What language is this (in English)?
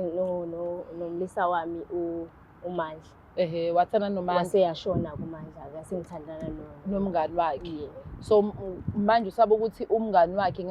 Zulu